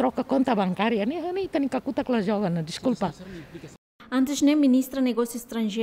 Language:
Tetum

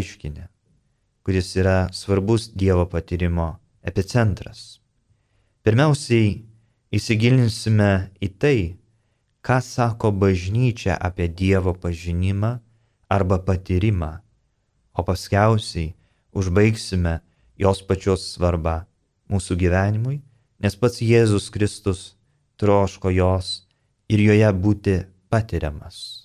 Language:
Lithuanian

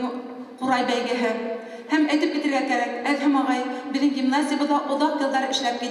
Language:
Bashkir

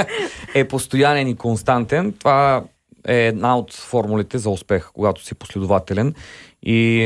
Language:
Bulgarian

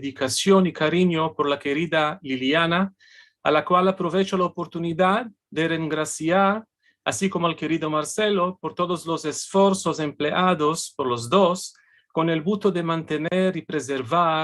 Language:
Ladino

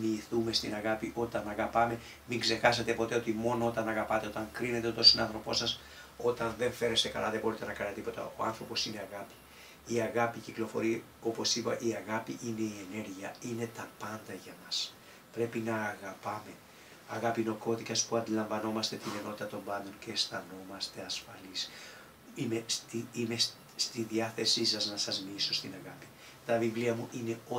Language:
Greek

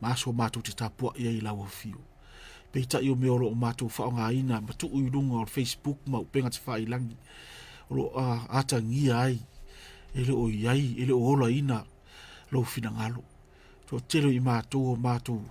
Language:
Samoan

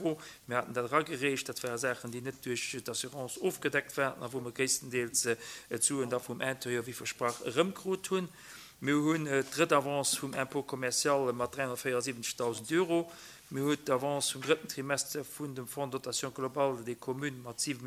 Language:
Luxembourgish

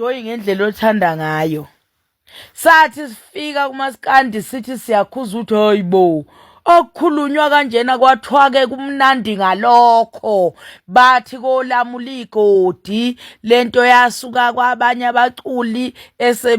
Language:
Zulu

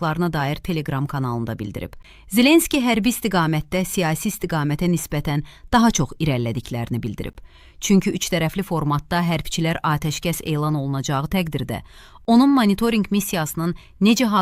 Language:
Azerbaijani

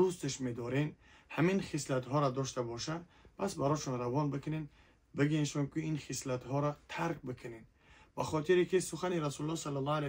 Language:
Tajik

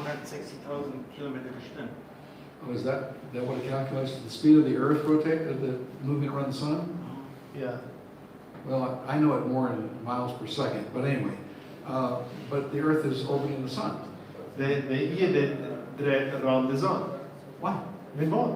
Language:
Plautdietsch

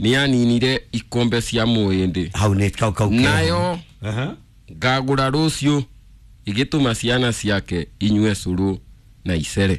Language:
Kikuyu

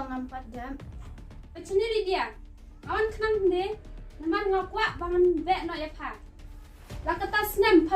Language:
Khasi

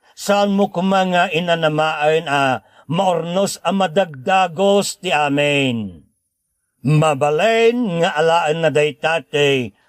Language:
Iloko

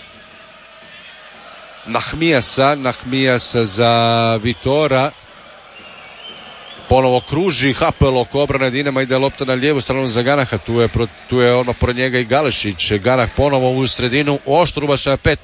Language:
Croatian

